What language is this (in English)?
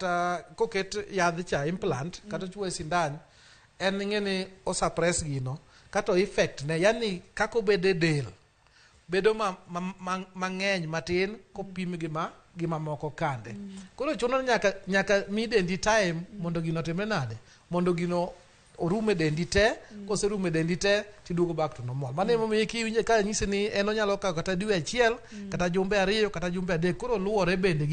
Luo (Kenya and Tanzania)